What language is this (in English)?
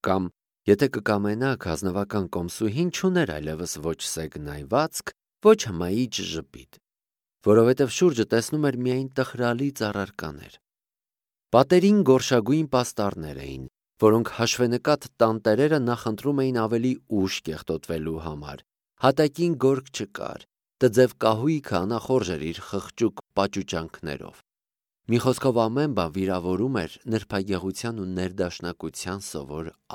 Armenian